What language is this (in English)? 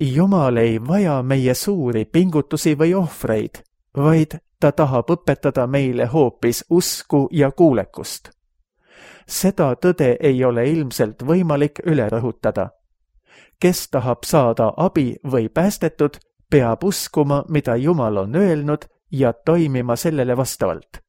Estonian